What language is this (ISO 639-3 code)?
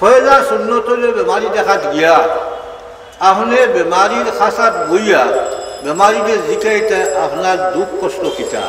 syl